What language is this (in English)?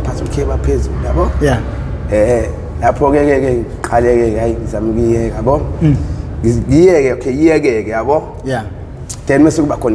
Zulu